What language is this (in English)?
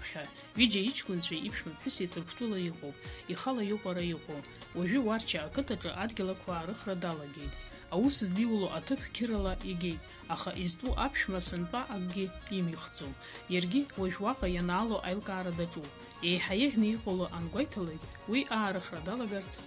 Abkhazian